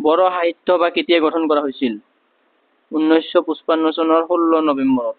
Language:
Assamese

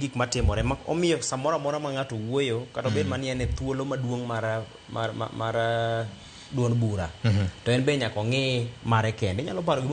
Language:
Luo (Kenya and Tanzania)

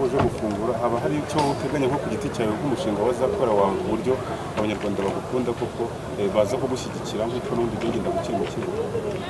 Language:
Kinyarwanda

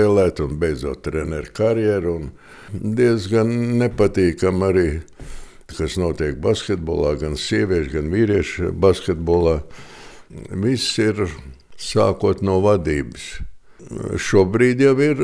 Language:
Latvian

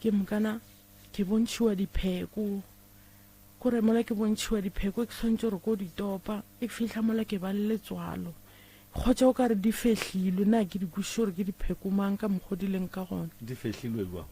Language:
Northern Sotho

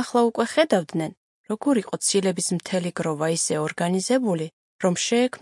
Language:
Georgian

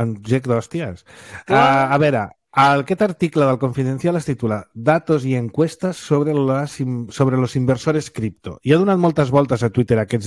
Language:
Catalan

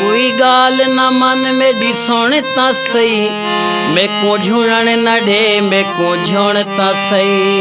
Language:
Saraiki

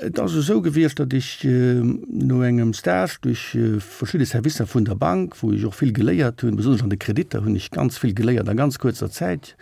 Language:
Luxembourgish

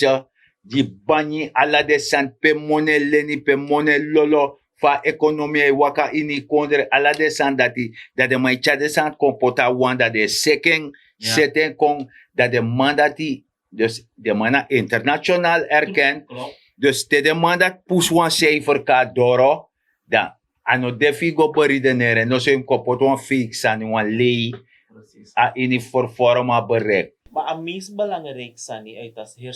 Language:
Sranan Tongo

